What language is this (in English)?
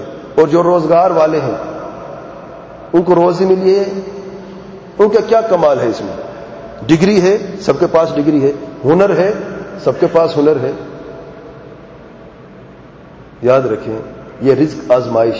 Urdu